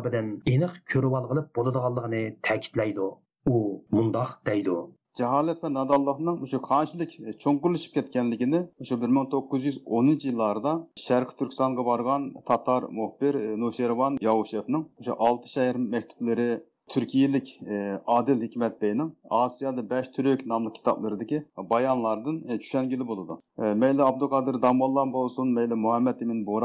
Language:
Uyghur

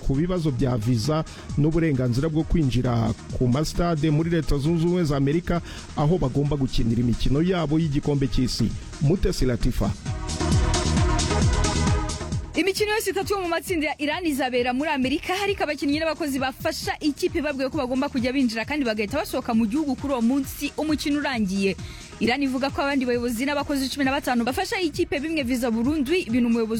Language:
Kinyarwanda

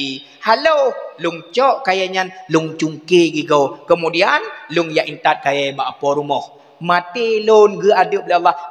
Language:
Achinese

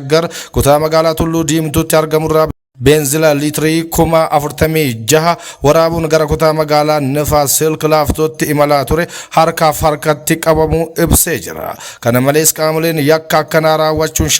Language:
Oromo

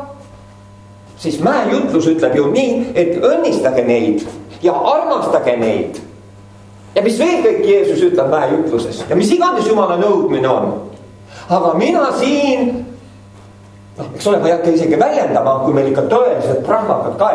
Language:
Estonian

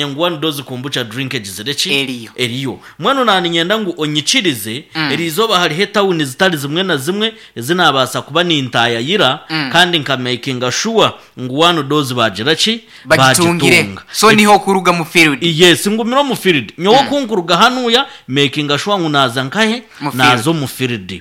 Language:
Nyankole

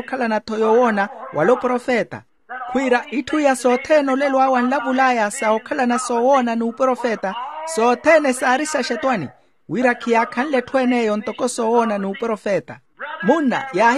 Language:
Makhuwa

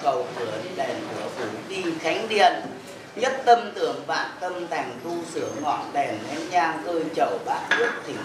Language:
Vietnamese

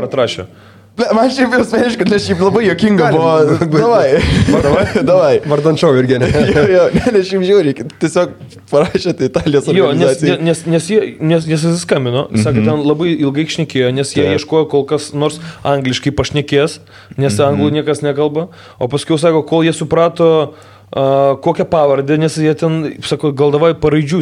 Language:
Lithuanian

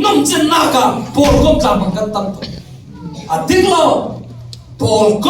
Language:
Falam Chin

